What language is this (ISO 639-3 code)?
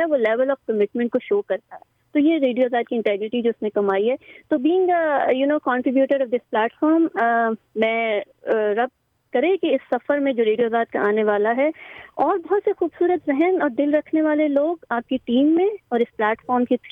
urd